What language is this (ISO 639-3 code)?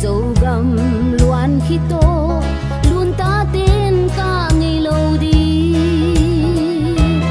ctd